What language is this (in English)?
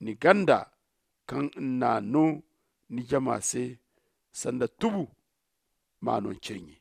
Zarma